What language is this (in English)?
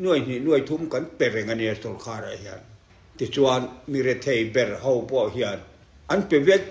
Mizo